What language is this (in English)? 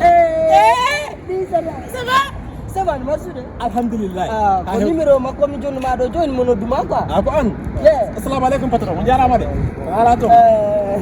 Fula